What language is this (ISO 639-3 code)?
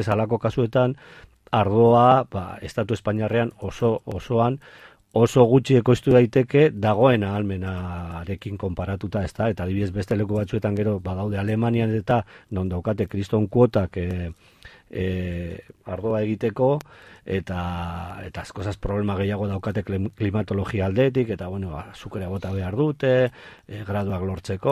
eus